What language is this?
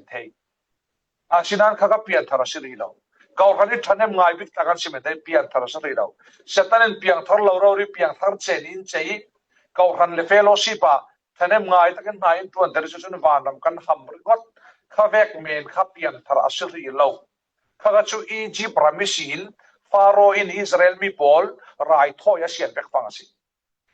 Falam Chin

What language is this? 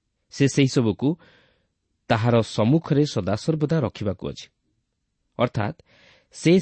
Odia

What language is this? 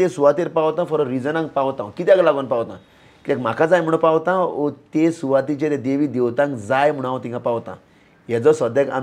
Konkani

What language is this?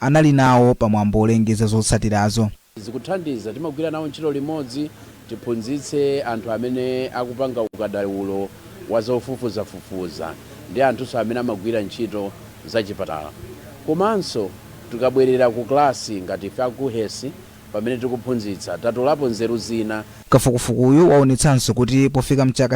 Nyanja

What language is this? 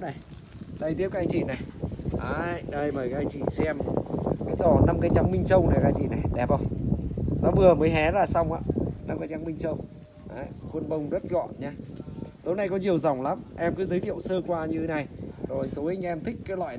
Vietnamese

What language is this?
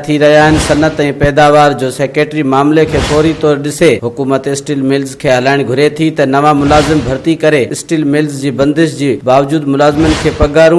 Sindhi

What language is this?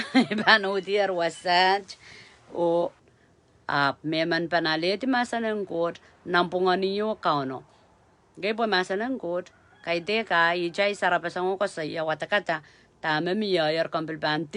Pohnpeian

